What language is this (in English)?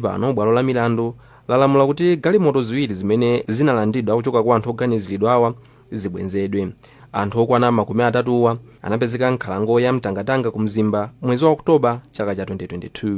Nyanja